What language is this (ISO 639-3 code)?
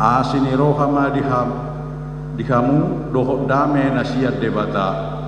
bbc